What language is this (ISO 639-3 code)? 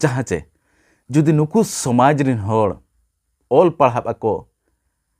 sat